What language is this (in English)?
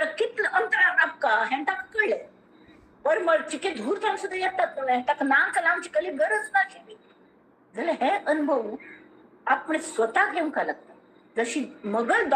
Konkani